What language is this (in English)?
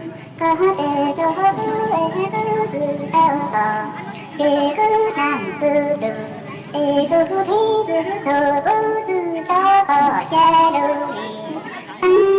Hmong